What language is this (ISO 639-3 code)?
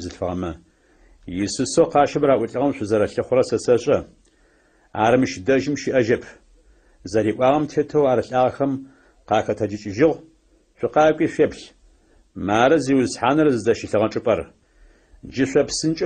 ady